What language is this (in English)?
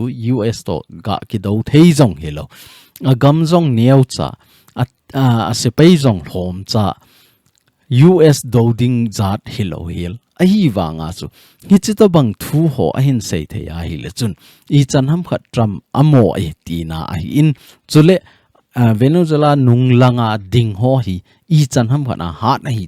Thado Chin